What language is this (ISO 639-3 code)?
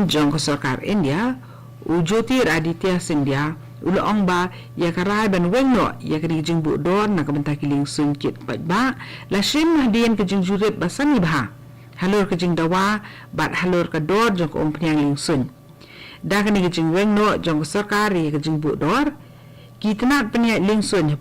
kha